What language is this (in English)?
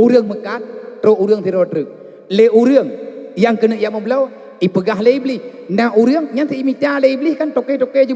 Achinese